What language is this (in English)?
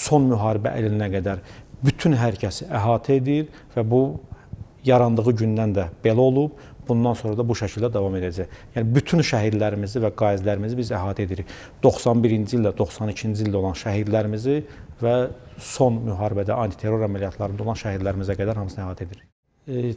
Azerbaijani